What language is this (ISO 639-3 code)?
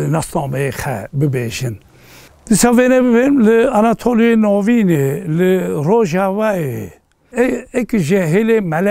kur